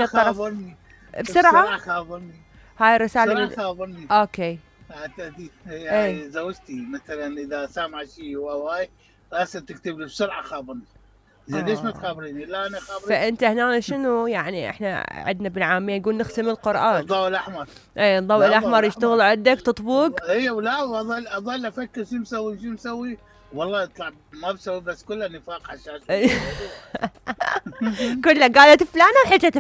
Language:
Mesopotamian Arabic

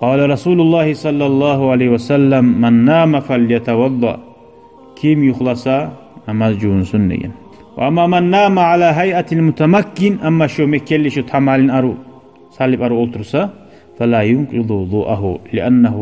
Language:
Kumyk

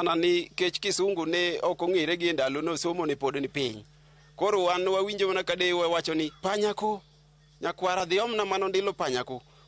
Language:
Luo (Kenya and Tanzania)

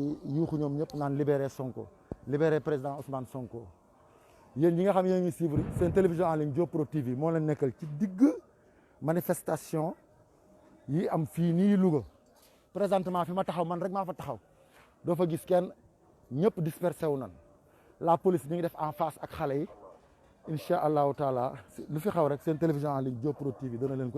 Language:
Wolof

